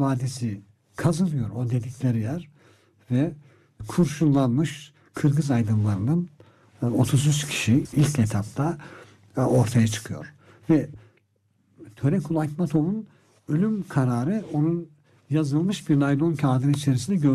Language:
Turkish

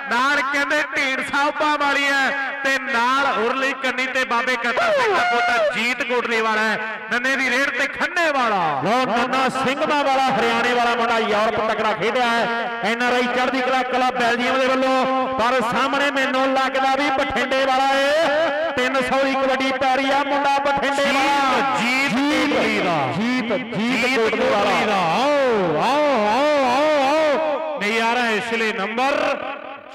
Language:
Punjabi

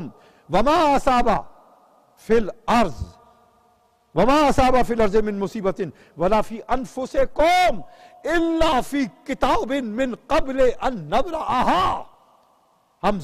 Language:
Urdu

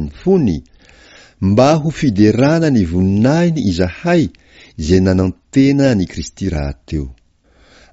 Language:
Malagasy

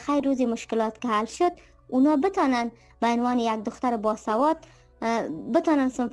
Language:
Persian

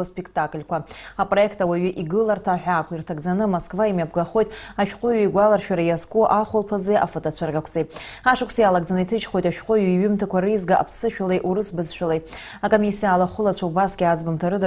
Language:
Abkhazian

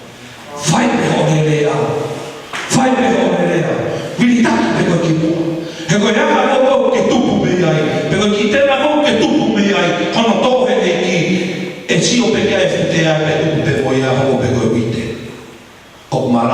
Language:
Tongan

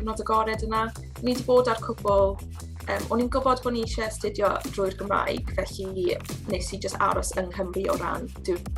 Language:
Welsh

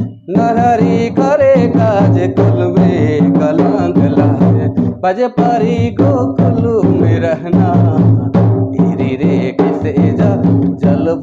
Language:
Sadri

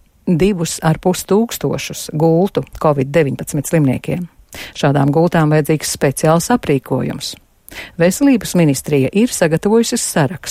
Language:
Latvian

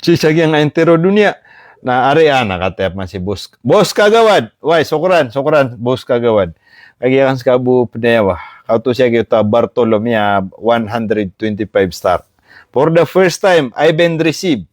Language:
Maranao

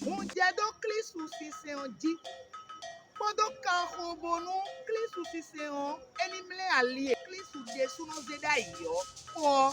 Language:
Fon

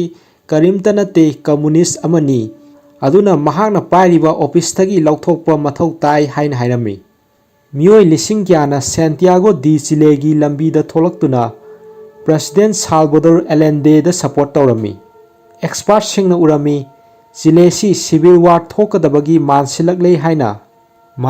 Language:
Manipuri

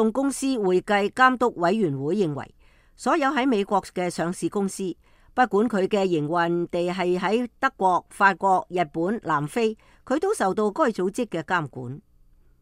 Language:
Cantonese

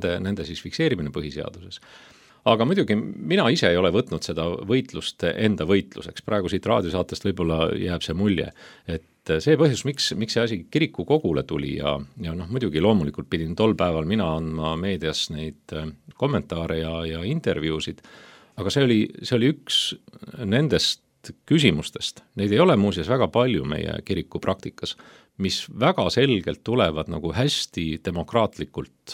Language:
Estonian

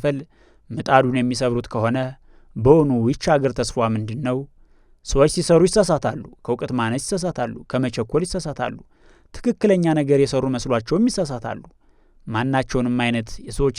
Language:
Amharic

